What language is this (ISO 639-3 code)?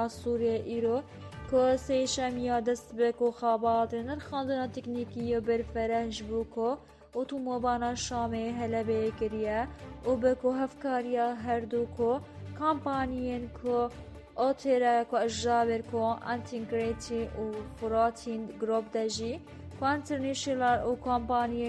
kur